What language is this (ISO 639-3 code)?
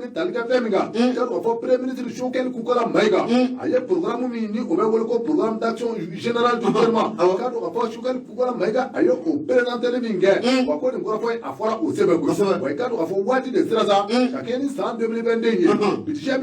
bam